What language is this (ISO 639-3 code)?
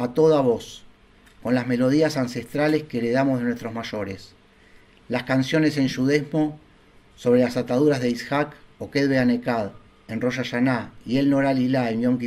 lad